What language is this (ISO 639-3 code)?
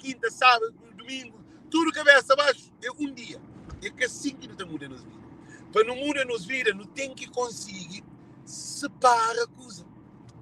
kea